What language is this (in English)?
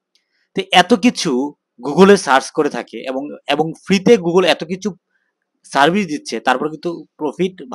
Bangla